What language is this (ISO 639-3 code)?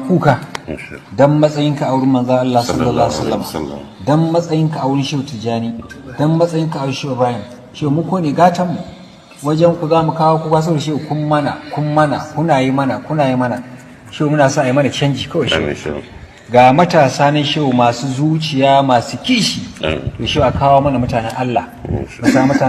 hau